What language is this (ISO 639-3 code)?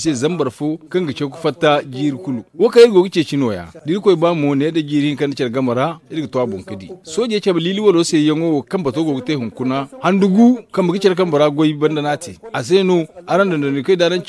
dje